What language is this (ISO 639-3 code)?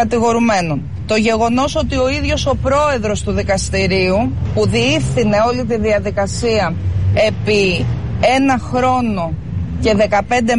ell